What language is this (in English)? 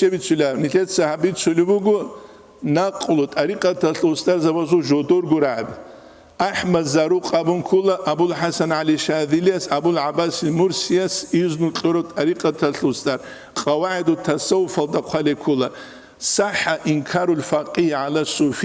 Avaric